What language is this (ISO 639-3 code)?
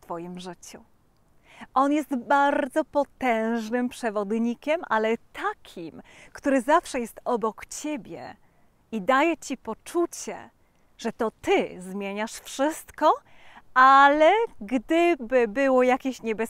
pol